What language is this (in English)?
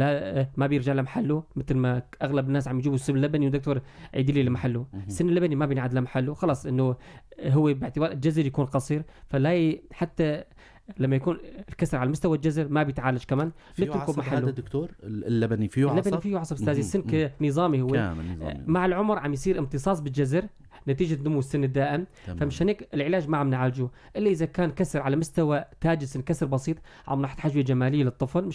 North Levantine Arabic